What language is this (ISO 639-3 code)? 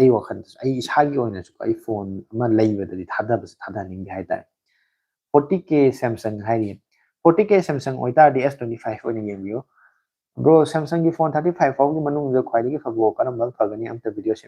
mni